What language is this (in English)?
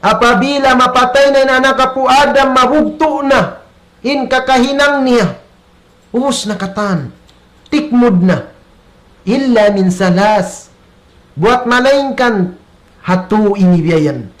Tausug